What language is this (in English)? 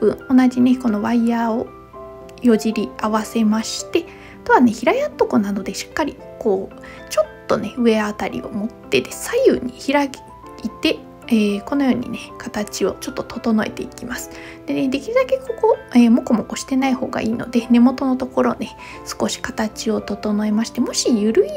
Japanese